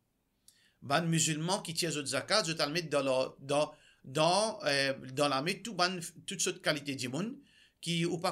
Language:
Morisyen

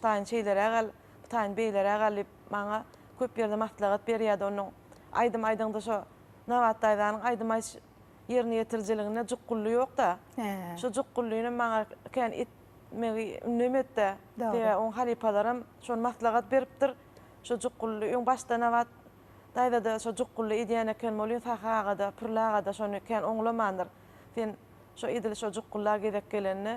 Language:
Turkmen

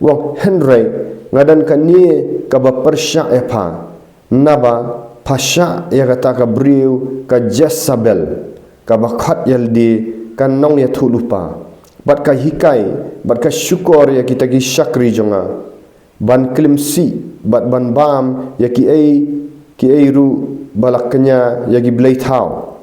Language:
Khasi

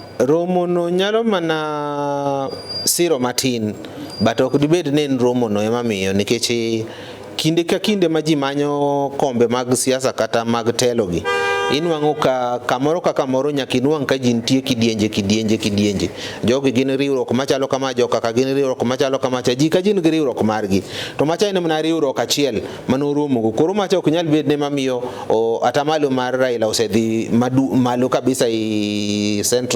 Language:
Luo (Kenya and Tanzania)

